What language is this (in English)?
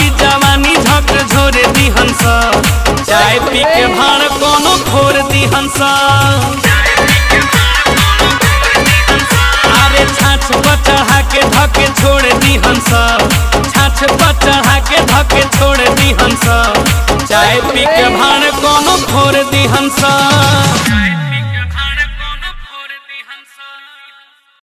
Bhojpuri